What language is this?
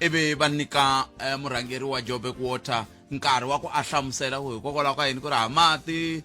Tsonga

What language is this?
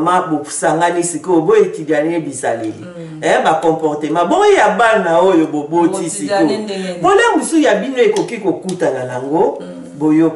Lingala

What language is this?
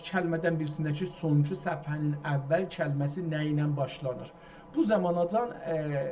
South Azerbaijani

